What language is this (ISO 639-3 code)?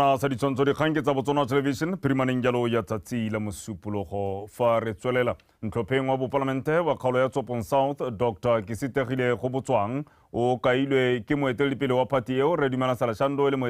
tsn